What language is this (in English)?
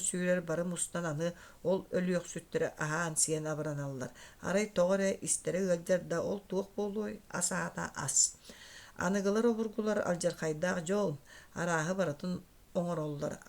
Yakut